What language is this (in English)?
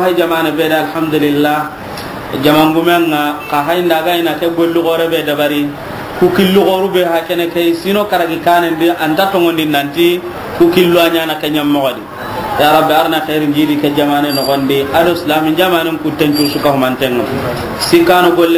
Soninke